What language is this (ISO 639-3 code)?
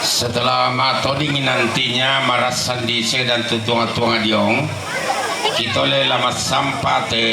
sda